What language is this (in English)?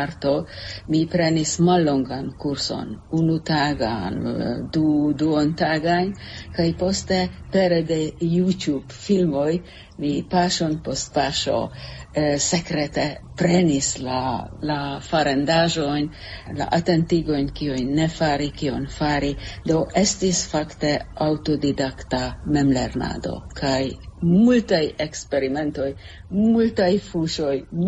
Esperanto